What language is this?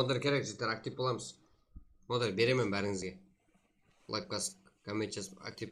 Kara-Kalpak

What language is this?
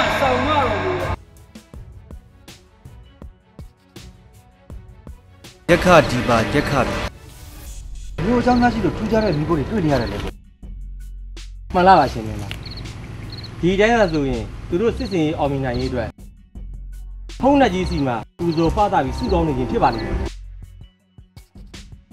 Burmese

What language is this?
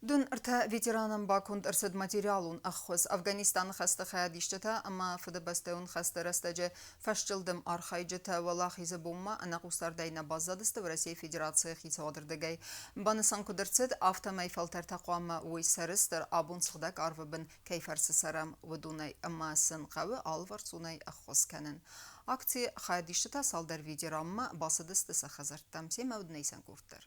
Ossetic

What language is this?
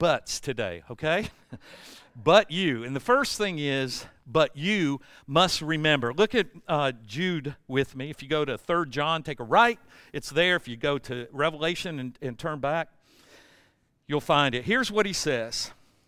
English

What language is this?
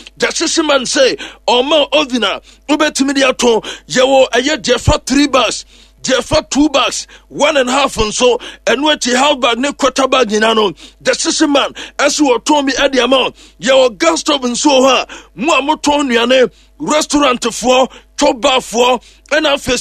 Akan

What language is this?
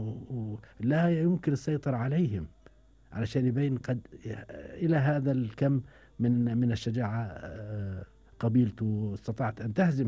Gulf Arabic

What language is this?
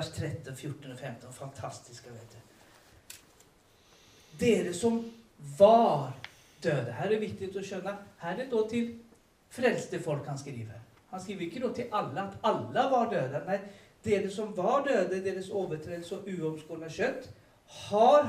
Norwegian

